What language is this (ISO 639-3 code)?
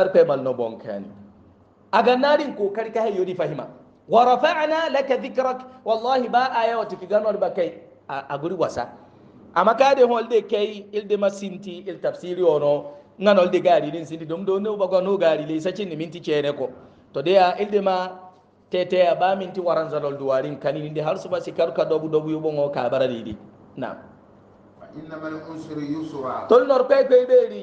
hau